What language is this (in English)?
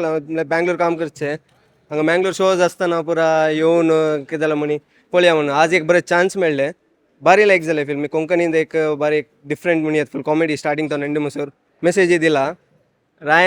Konkani